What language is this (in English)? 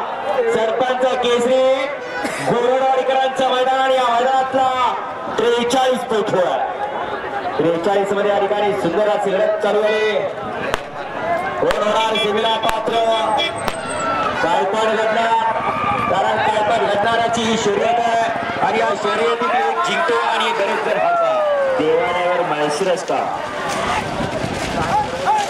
Marathi